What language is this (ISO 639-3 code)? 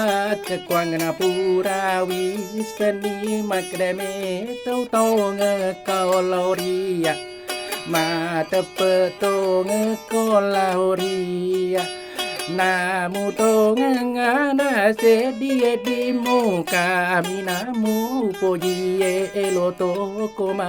bug